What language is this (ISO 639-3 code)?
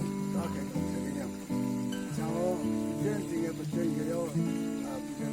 nre